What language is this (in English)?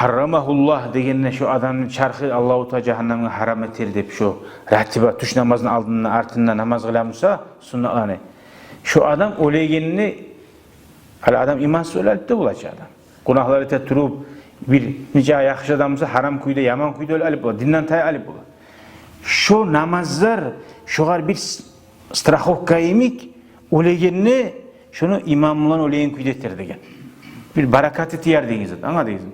Kumyk